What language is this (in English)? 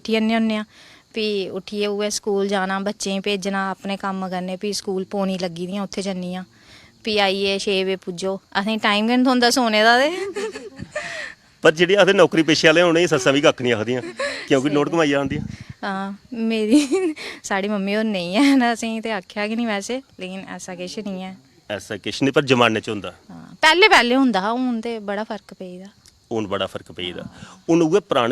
Dogri